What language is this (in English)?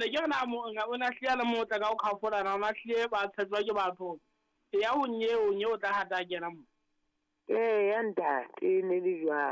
Southern Sotho